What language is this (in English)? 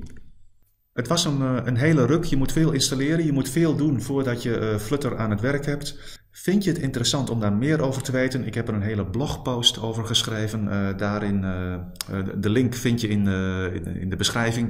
Dutch